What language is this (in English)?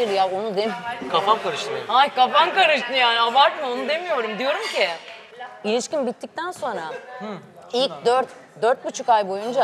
Turkish